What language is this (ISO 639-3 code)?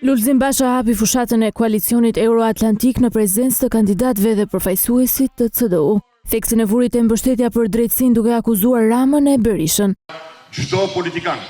sqi